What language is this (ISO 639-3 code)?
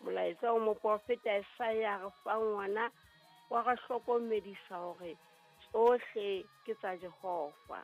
sot